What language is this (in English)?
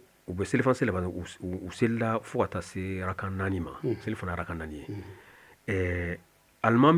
Bambara